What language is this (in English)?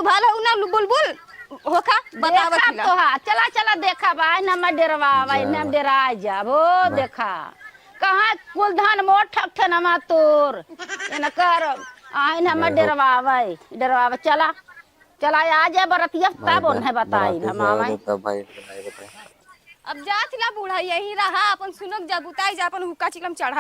Awadhi